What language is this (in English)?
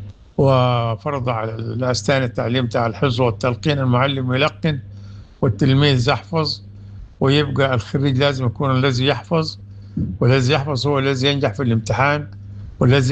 Sudanese Arabic